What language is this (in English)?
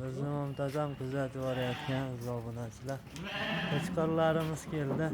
Uzbek